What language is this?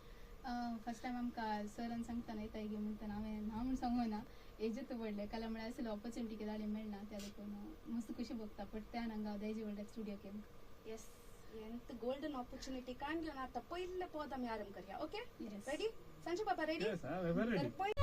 Konkani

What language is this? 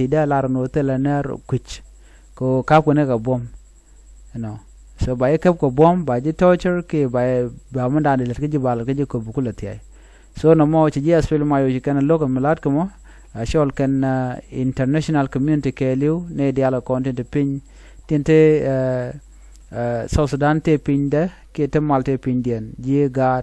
Nuer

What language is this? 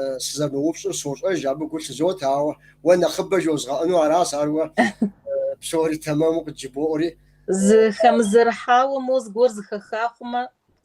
Kabardian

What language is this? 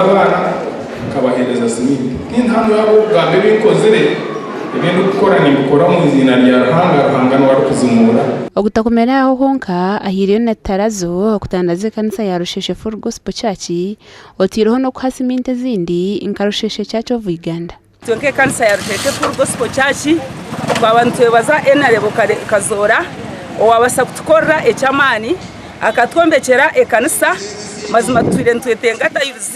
Nyankole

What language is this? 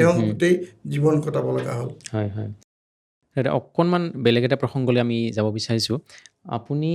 Assamese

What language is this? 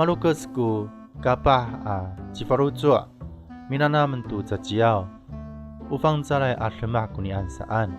Amis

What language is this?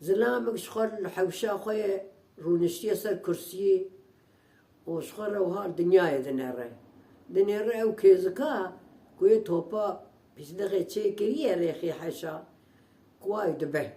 Kurdish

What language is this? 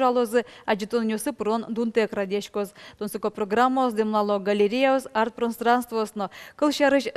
Udmurt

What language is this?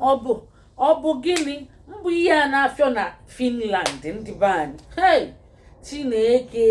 Igbo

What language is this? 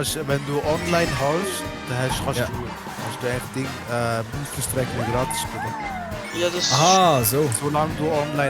Swiss German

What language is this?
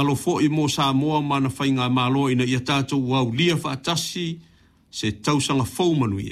Samoan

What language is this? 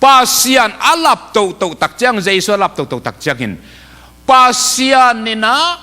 Tedim Chin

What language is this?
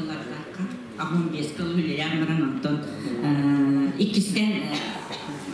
Yakut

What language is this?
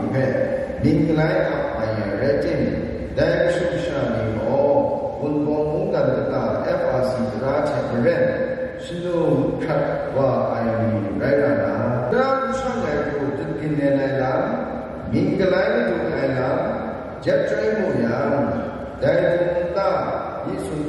Kachin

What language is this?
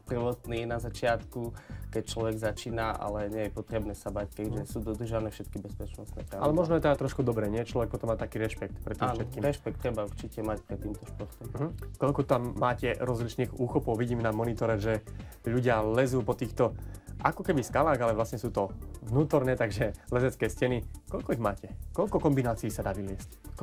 Slovak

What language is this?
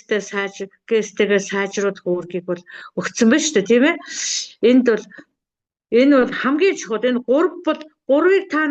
Mongolian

